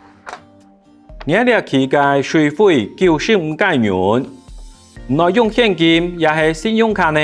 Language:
Hakka Chinese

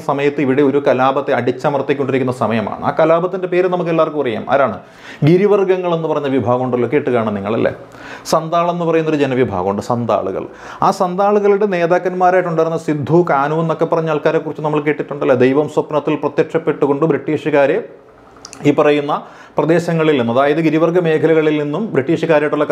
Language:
Malayalam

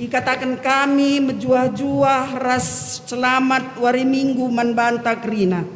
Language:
Batak Karo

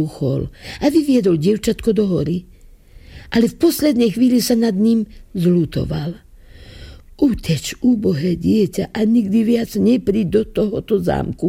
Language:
Slovak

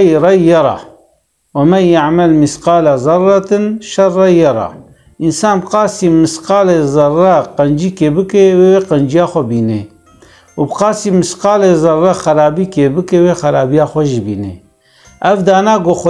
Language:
Kurdish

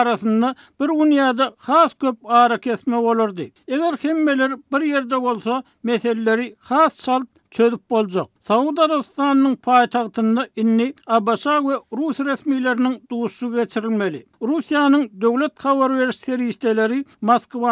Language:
Turkmen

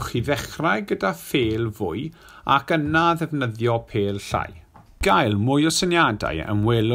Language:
Welsh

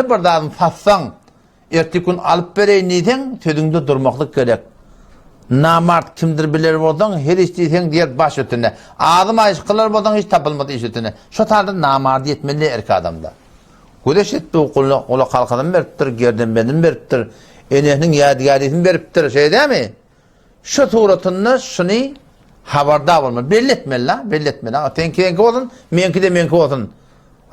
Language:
Turkmen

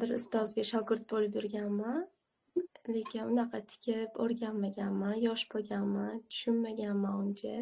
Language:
Uzbek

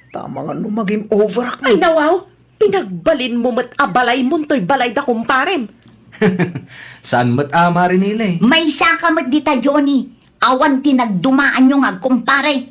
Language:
Iloko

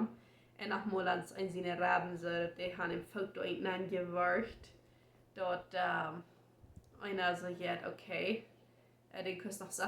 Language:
Plautdietsch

